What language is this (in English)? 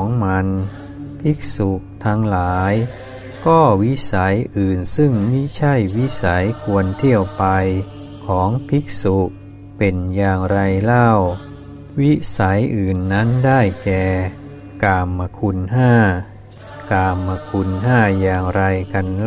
Thai